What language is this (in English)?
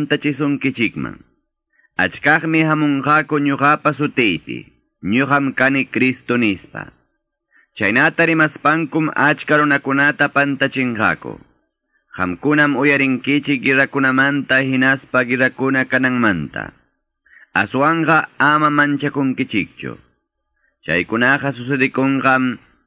Quechua